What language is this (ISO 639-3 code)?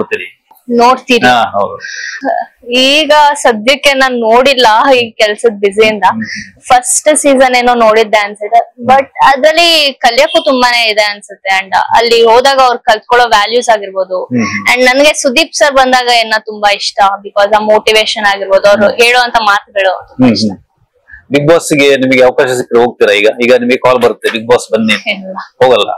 kan